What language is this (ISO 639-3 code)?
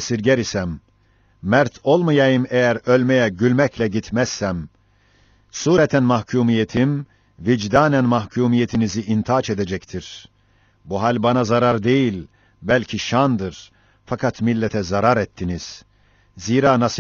tur